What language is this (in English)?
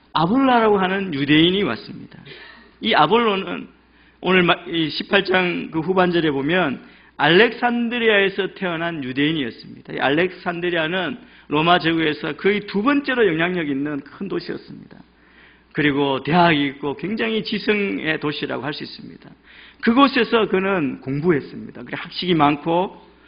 Korean